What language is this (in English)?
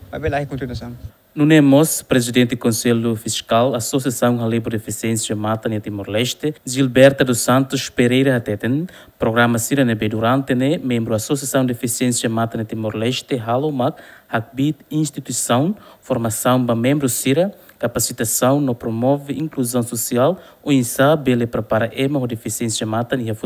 Tetum